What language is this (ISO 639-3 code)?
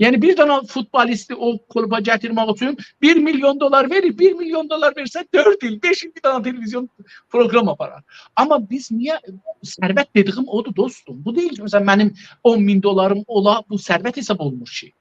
azb